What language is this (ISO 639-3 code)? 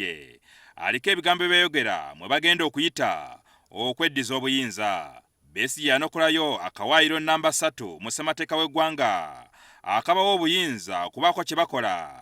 lug